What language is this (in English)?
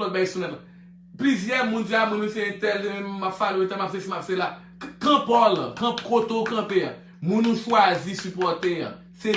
Haitian Creole